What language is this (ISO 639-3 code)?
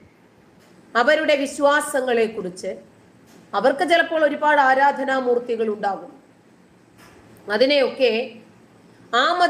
mal